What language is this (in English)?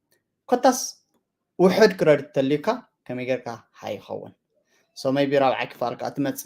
Tigrinya